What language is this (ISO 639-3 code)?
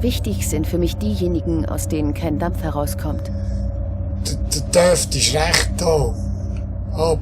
gsw